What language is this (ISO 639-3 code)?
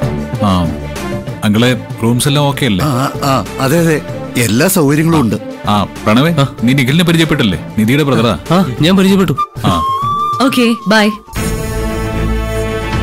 mal